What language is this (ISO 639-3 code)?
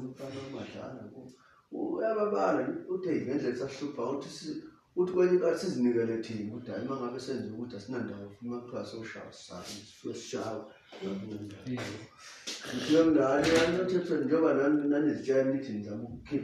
zul